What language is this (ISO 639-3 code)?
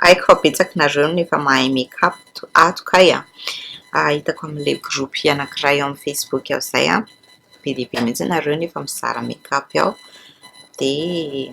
mlg